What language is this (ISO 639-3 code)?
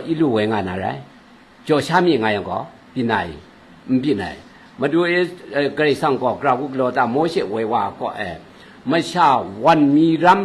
kac